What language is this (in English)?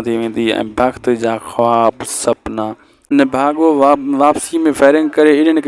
Sindhi